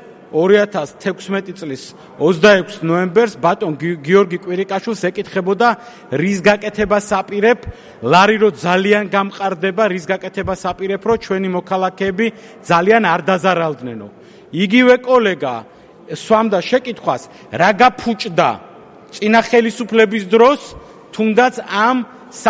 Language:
Georgian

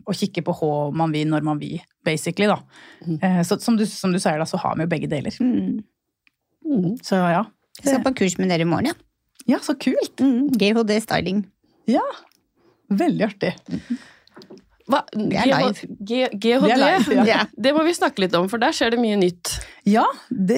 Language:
Norwegian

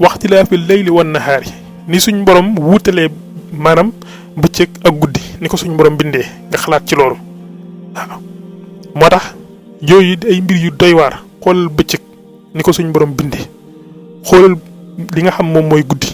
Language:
Wolof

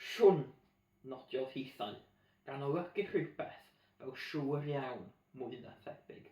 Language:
Welsh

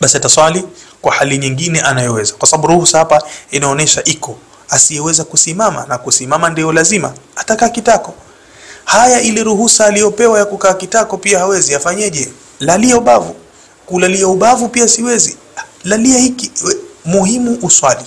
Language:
Swahili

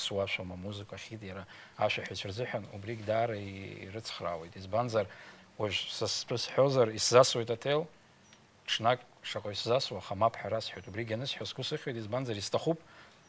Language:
Abkhazian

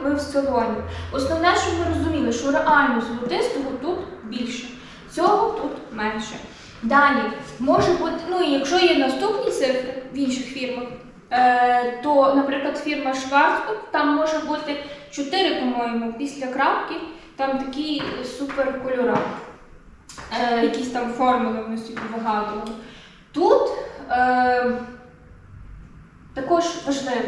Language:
Ukrainian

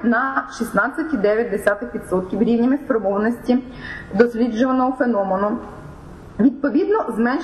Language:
Ukrainian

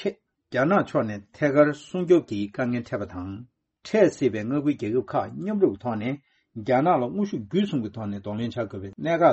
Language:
Tibetan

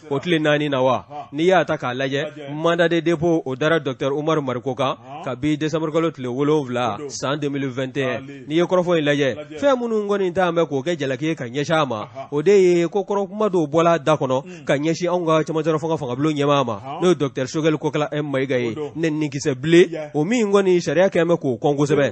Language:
Bambara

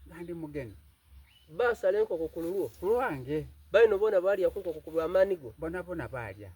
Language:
Soga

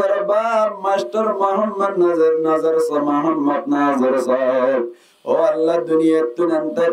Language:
Rohingya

